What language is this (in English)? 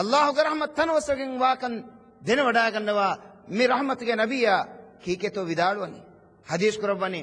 Divehi